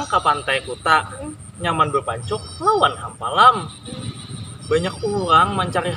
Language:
Banjar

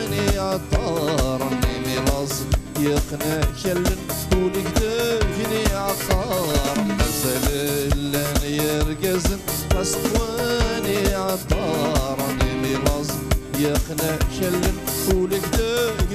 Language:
Kabyle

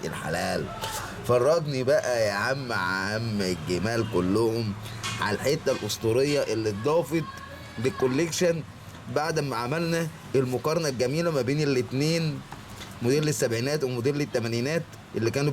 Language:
Egyptian Arabic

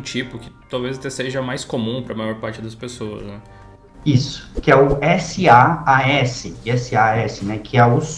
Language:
Portuguese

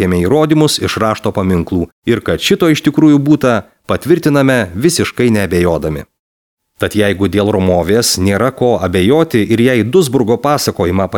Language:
Lithuanian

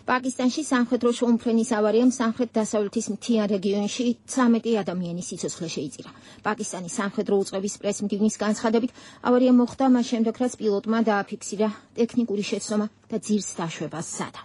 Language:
Georgian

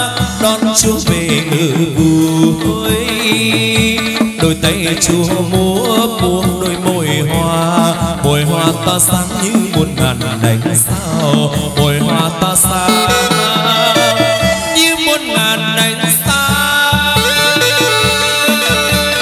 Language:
Vietnamese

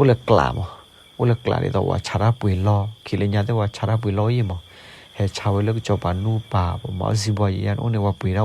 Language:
S'gaw Karen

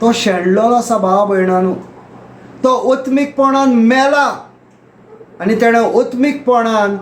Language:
Konkani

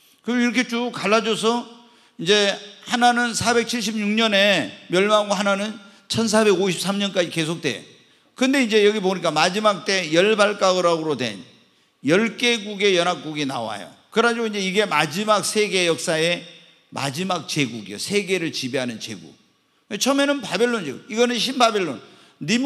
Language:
Korean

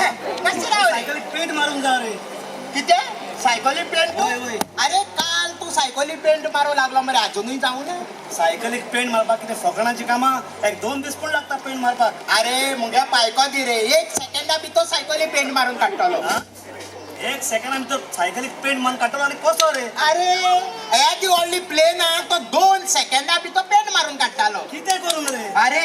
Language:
Konkani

